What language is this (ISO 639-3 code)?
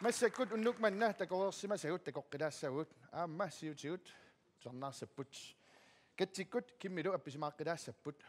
kal